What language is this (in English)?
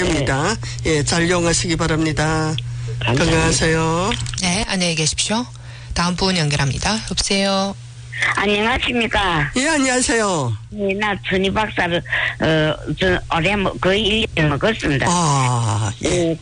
Korean